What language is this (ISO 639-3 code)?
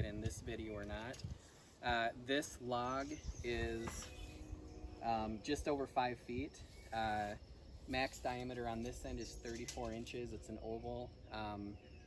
eng